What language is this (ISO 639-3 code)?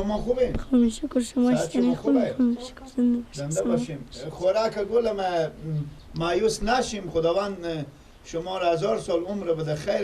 fas